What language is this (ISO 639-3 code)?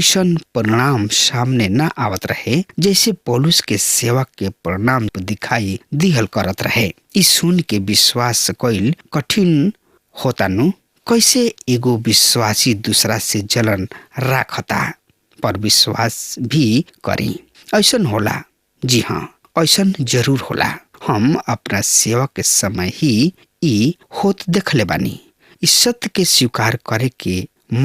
bho